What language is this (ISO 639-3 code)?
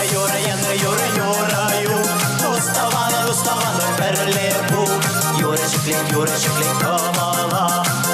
chv